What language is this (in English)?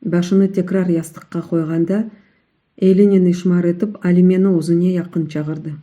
Crimean Tatar